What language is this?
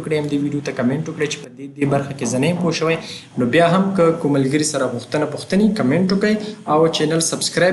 Pashto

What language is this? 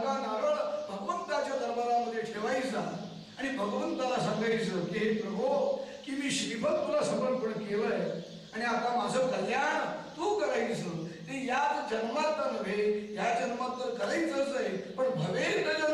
Marathi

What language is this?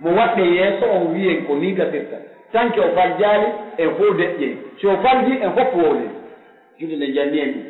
Pular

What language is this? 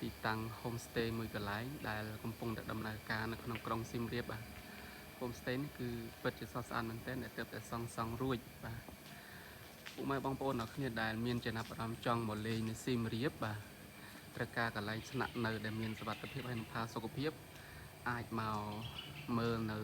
Khmer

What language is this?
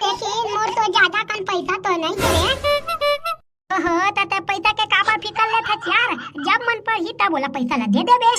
Chhattisgarhi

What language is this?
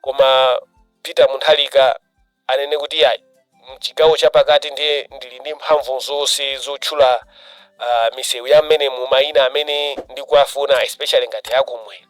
Nyanja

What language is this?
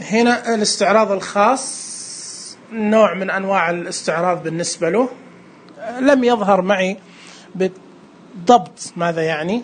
Najdi Arabic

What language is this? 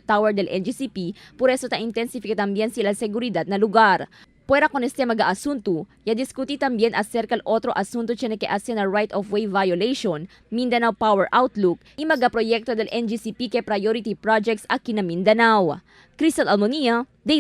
Chavacano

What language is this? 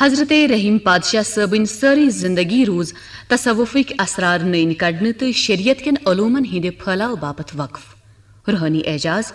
Kashmiri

